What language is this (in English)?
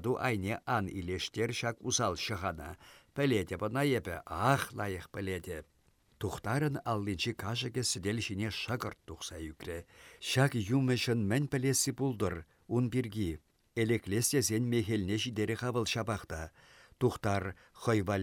Chuvash